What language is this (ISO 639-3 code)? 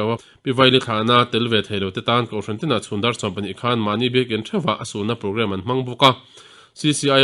lus